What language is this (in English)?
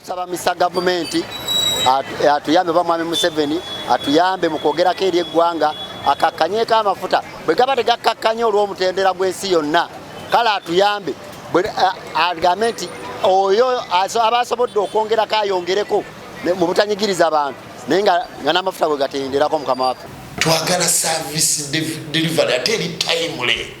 Ganda